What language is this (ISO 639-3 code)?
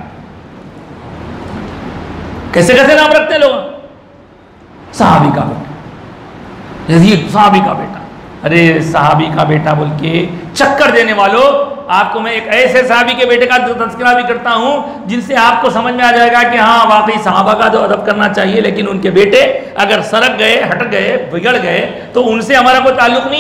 hin